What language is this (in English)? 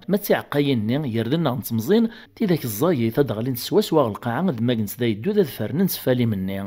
Kabyle